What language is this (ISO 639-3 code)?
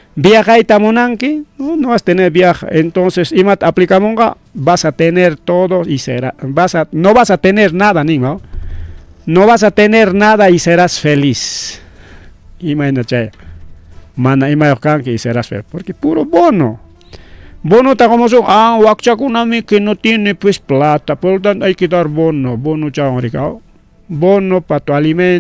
quy